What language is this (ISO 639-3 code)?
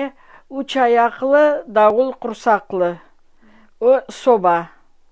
crh